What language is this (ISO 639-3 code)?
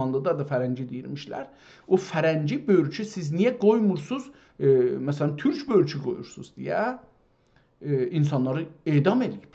azb